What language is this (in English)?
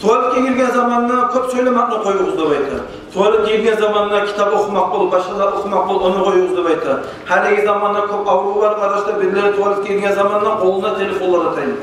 Kumyk